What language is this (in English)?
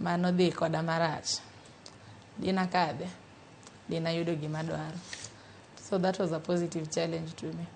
Luo (Kenya and Tanzania)